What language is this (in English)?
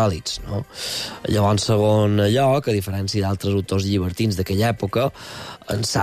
Catalan